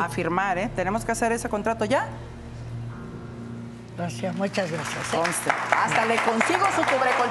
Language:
Spanish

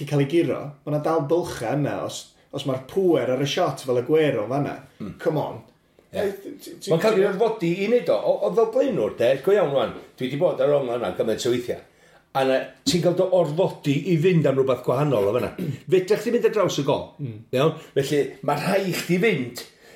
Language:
Welsh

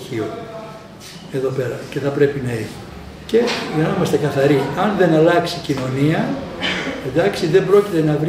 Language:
Greek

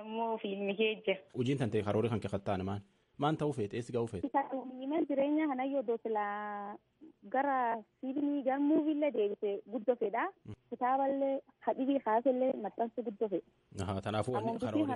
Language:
Oromo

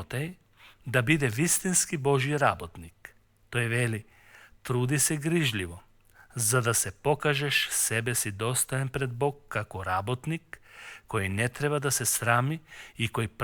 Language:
Macedonian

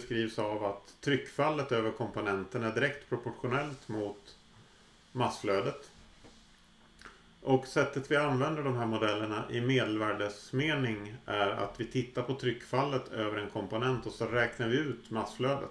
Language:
Swedish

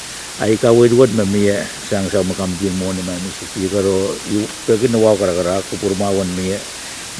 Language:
Pohnpeian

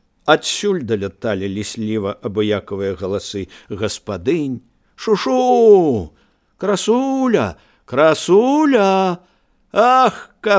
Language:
Belarusian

